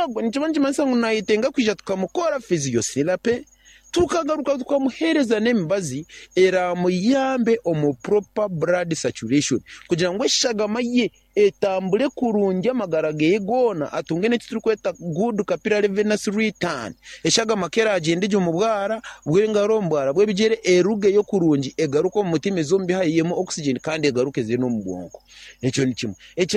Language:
Nyankole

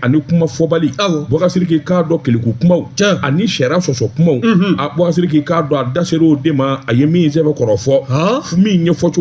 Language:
Bambara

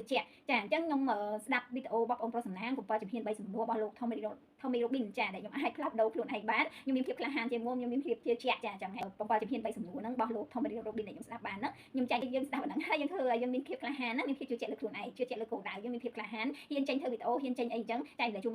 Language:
Khmer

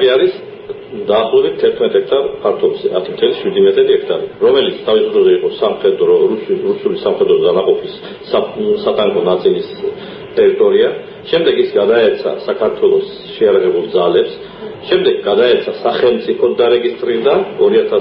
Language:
Georgian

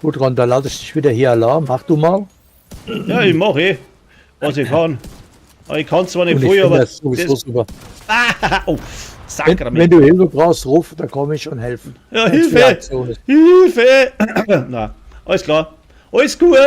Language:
Bavarian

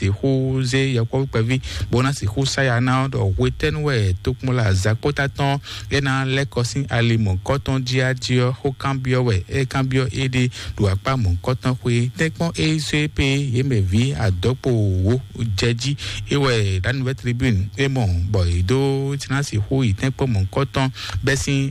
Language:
Fon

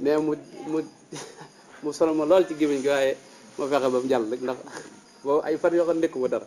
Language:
Wolof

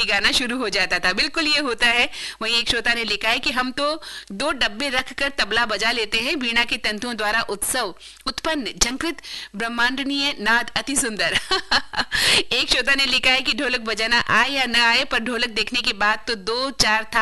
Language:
Hindi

